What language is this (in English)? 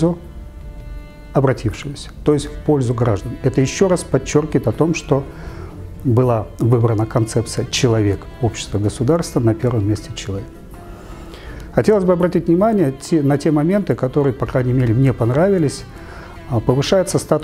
Russian